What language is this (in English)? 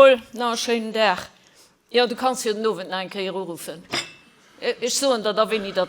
Luxembourgish